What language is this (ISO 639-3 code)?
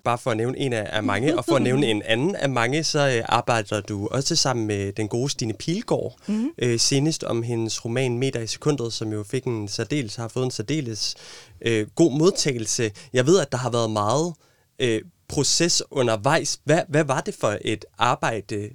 dan